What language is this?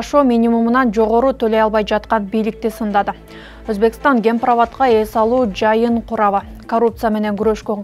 Kyrgyz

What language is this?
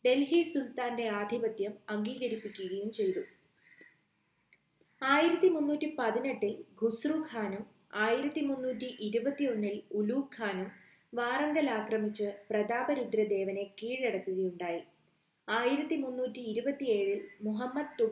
Malayalam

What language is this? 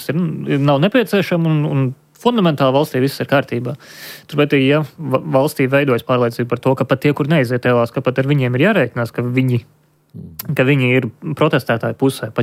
Latvian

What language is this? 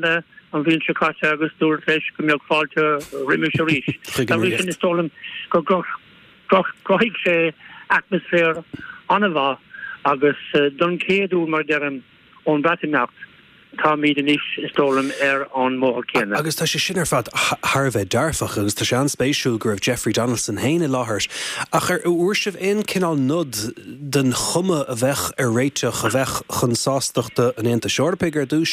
Irish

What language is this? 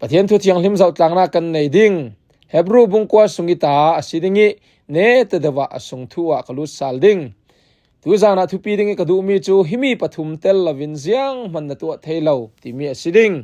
Falam Chin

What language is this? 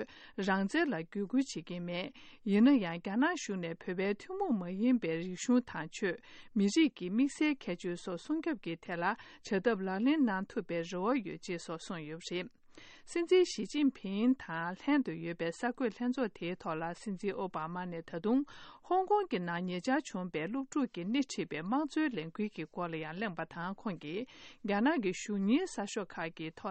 Tibetan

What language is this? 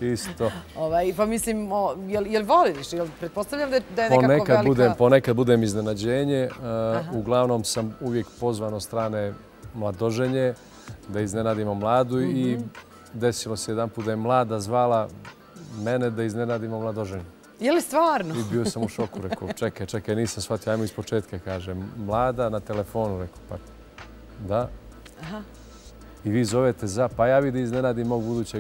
Bosnian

